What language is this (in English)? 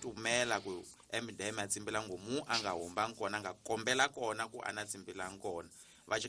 Tsonga